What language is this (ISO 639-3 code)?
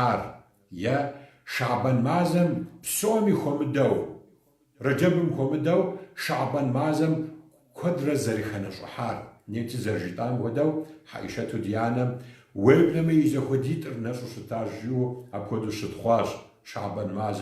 kbd